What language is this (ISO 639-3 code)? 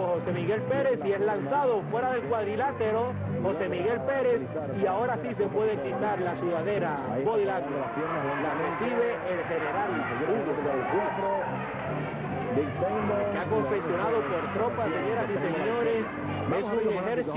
spa